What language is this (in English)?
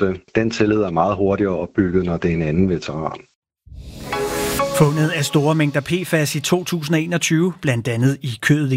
Danish